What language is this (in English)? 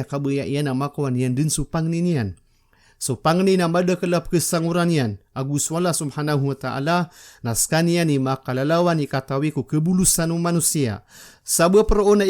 Maranao